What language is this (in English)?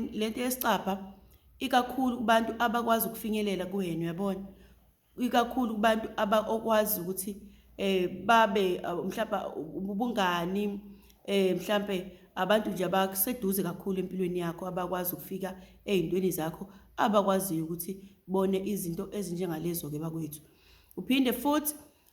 Zulu